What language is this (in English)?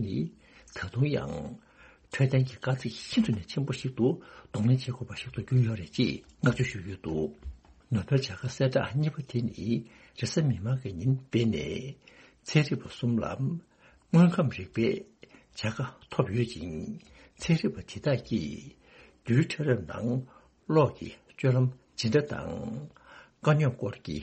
Tibetan